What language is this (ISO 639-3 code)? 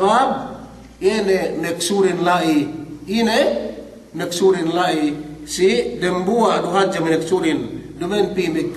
yka